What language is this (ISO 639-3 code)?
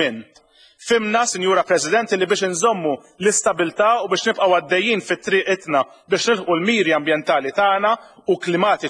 mlt